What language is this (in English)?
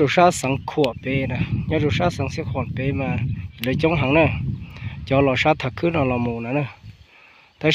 Hmong